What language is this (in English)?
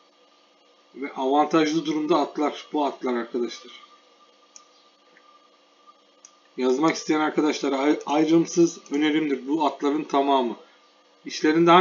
Turkish